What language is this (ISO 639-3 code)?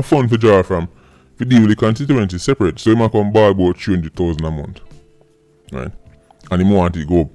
jam